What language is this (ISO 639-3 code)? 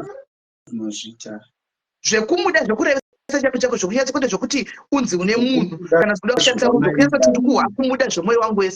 sna